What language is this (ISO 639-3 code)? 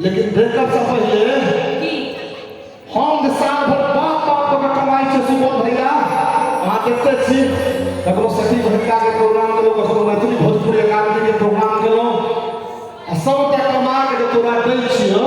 mai